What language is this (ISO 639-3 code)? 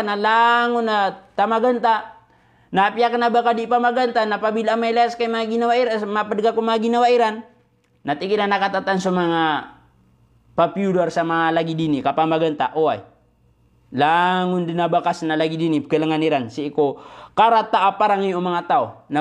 mrw